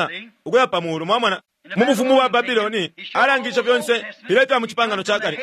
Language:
Bemba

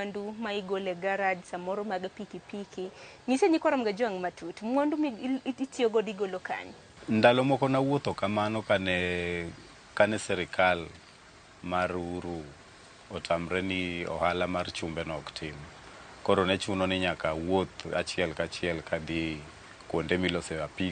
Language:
Luo (Kenya and Tanzania)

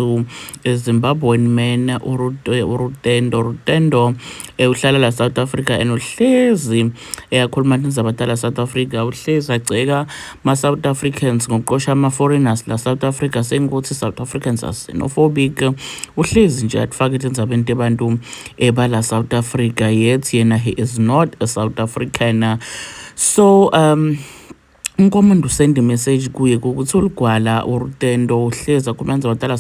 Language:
Zulu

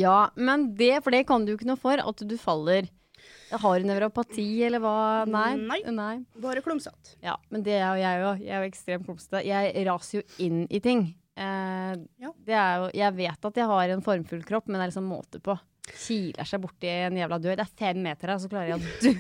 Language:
Norwegian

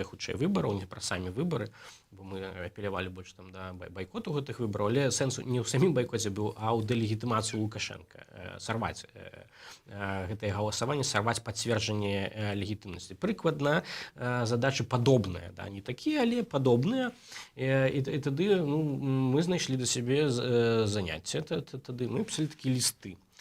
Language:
Belarusian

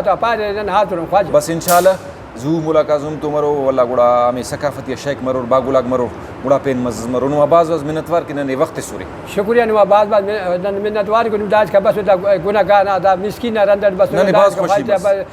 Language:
Brahui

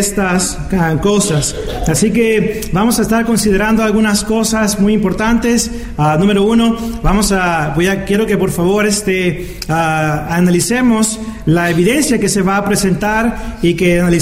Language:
Spanish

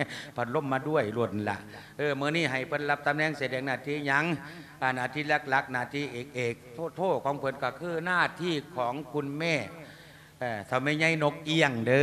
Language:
Lao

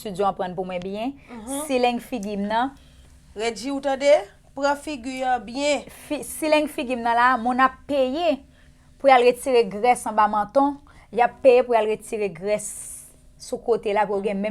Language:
Haitian Creole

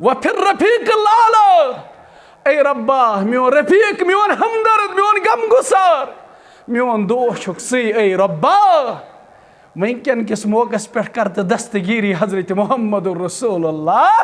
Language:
Kashmiri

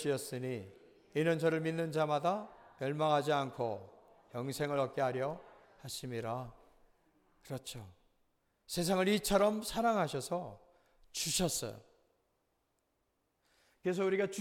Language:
Korean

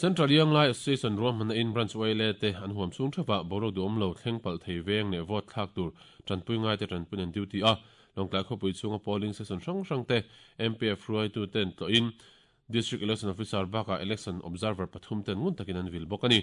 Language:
Mizo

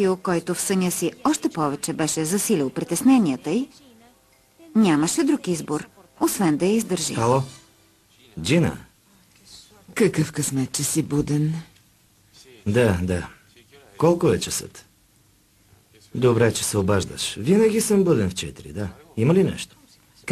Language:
Bulgarian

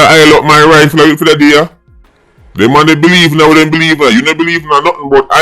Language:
Jamaican Creole English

